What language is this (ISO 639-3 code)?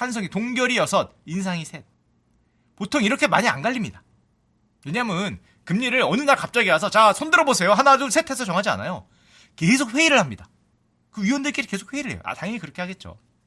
kor